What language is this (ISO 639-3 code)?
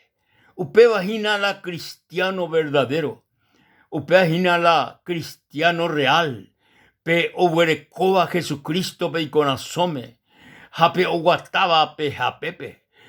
grn